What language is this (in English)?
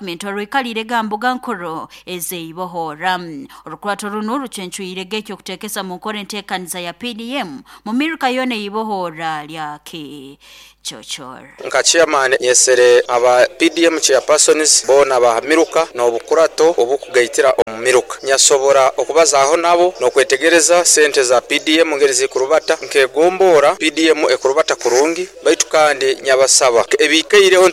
Nyoro